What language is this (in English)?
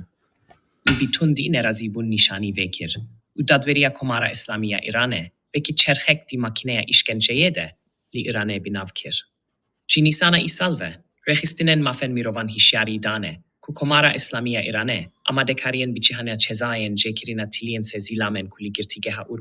Kurdish